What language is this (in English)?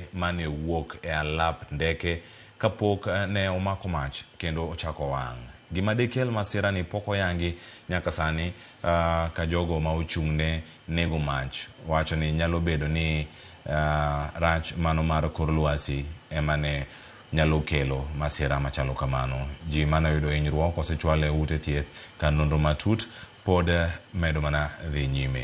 Luo (Kenya and Tanzania)